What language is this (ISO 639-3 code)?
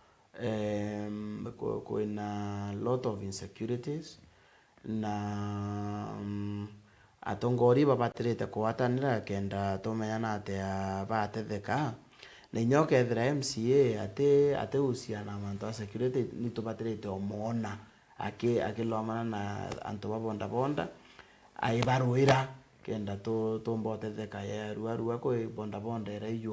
mer